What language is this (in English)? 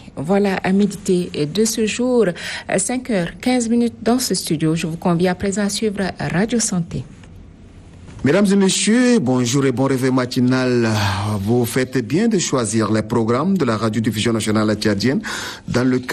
French